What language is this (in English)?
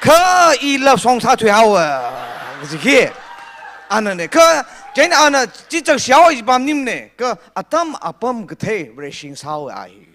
Tangkhul Naga (India)